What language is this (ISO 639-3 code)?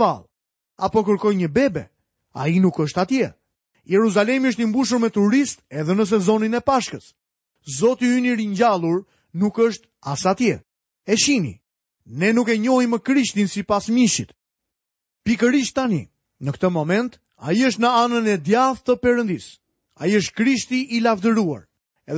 sqi